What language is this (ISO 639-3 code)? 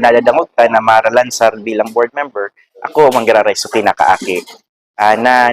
bik